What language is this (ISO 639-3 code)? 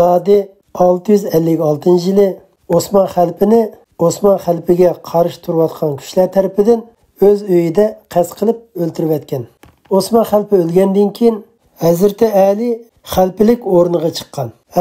uig